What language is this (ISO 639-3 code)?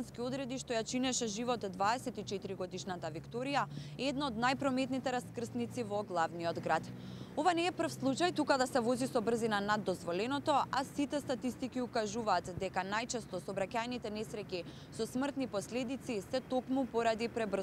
mkd